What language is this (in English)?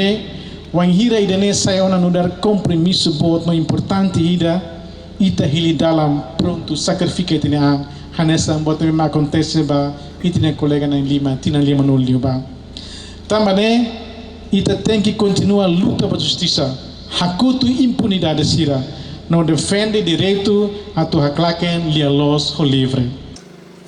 Tetum